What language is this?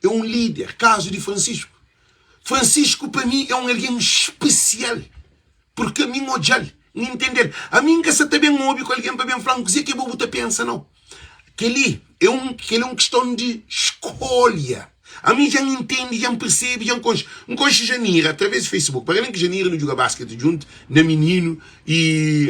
Kabuverdianu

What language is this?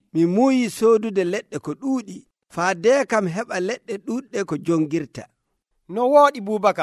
Nigerian Fulfulde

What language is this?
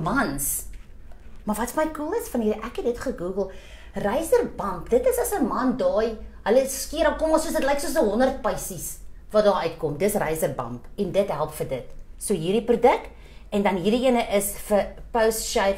Afrikaans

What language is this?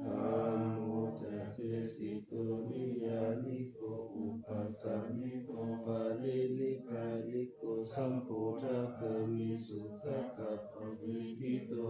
Pali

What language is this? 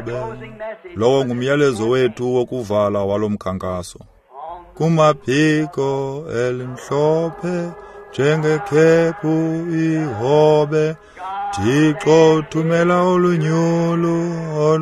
Xhosa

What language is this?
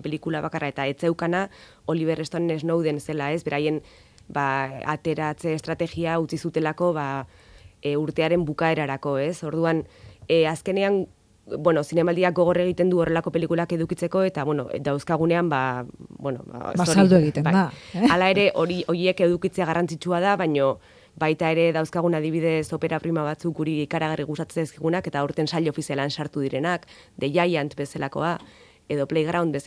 Basque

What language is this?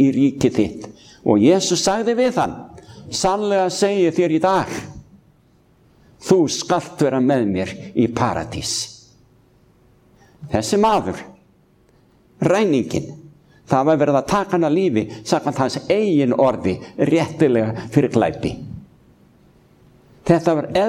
Icelandic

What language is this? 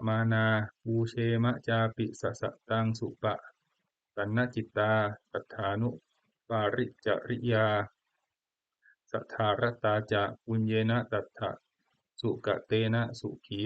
Pali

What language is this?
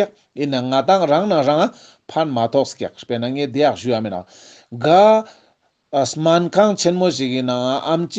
Ladakhi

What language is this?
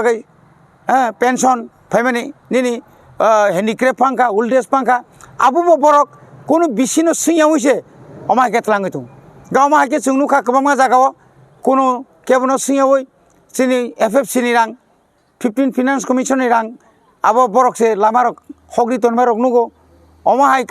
Kok Borok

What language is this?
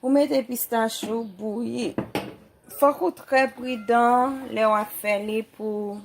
Haitian Creole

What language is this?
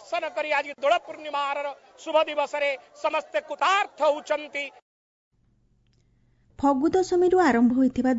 Odia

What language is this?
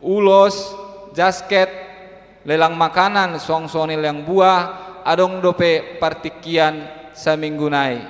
Batak Toba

